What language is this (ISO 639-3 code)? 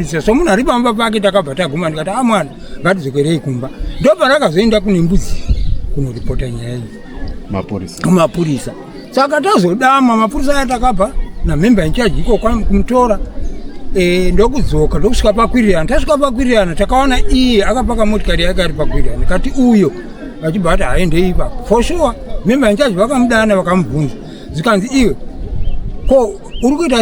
sna